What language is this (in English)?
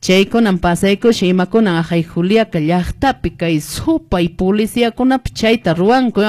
Quechua